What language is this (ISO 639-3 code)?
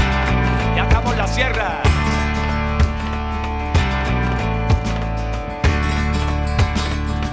spa